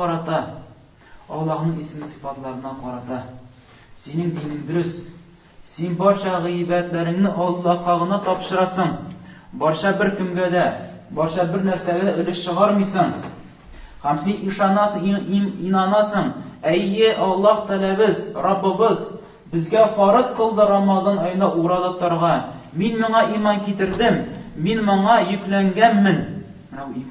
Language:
Tatar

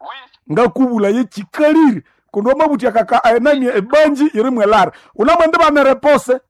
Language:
Nande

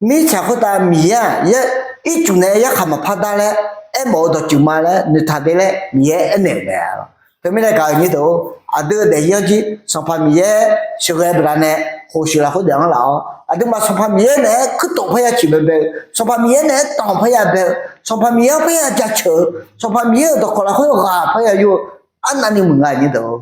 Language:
Akha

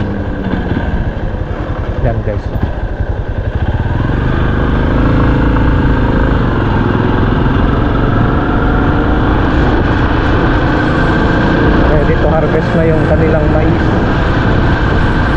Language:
Filipino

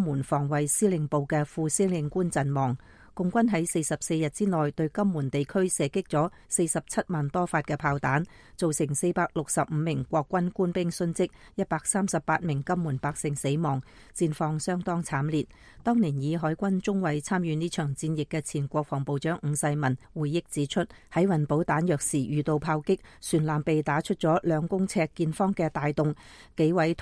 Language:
Cantonese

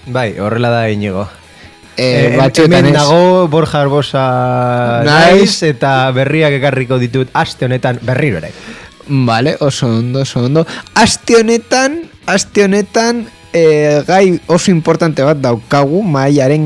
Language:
Basque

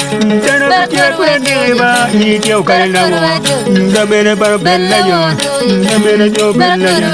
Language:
Acoli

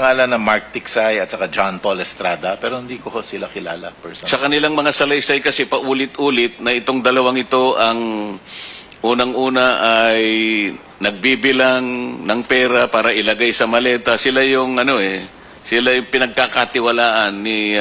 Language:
Filipino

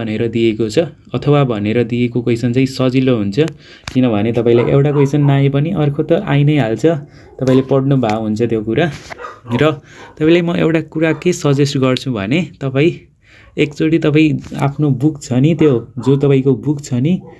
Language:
Nepali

